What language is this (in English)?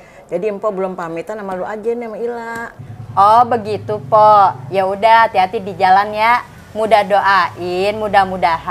Betawi